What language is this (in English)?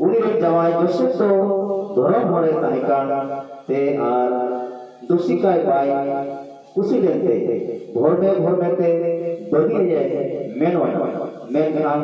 Santali